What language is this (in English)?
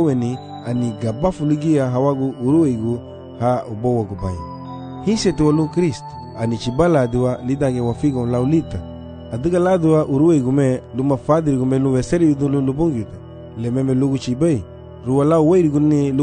Garifuna